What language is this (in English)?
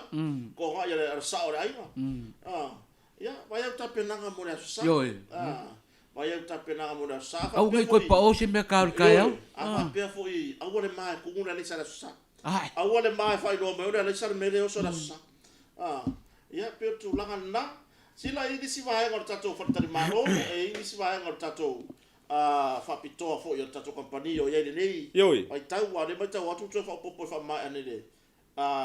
Samoan